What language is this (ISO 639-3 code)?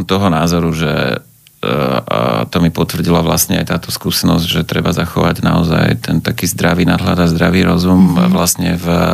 slk